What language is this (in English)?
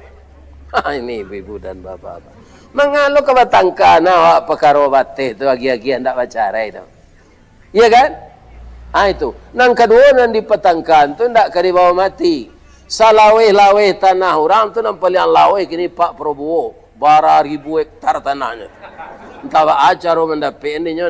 Minangkabau